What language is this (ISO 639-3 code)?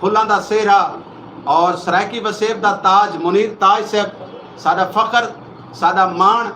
skr